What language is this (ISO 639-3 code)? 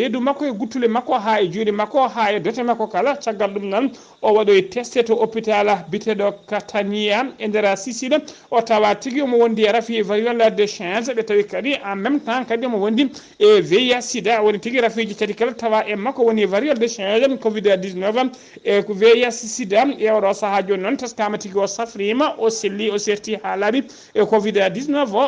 ful